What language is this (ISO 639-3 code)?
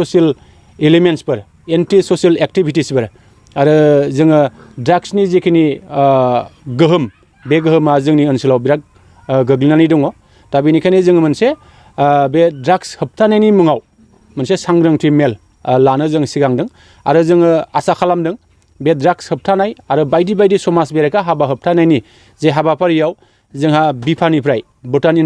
brx